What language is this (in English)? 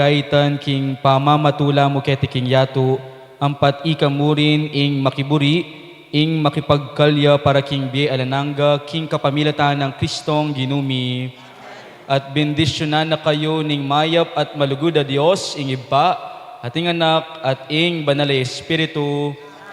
Pampanga